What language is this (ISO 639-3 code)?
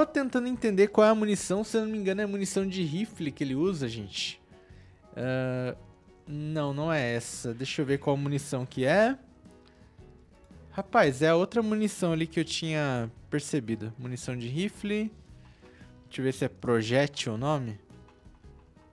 por